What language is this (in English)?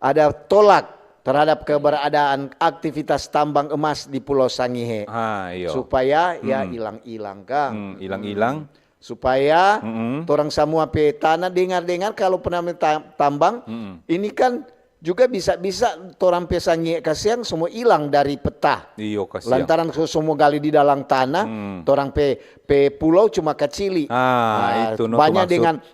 Manado Malay